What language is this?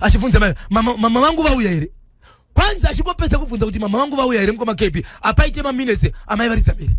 Shona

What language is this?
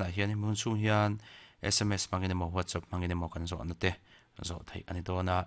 Mizo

